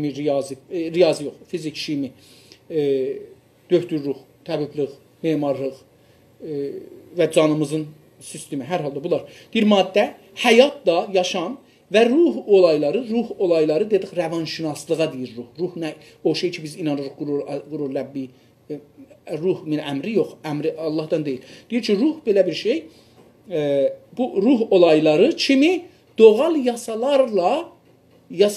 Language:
South Azerbaijani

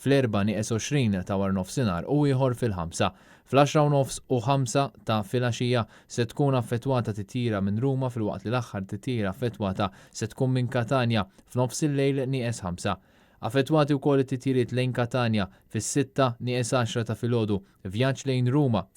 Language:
Maltese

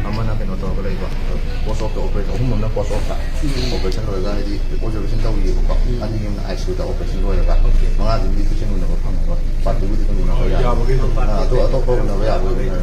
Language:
Manipuri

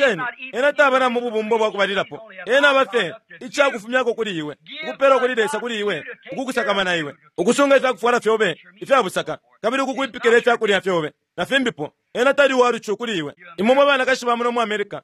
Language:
Bemba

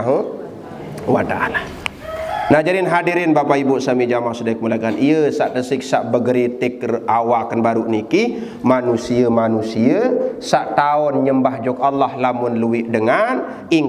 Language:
Sasak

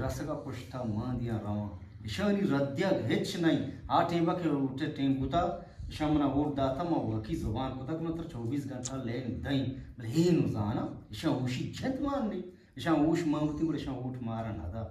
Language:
Eastern Balochi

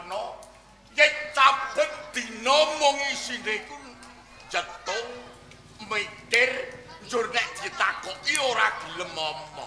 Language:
Javanese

